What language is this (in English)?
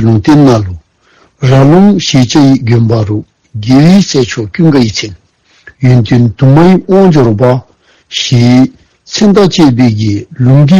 Dzongkha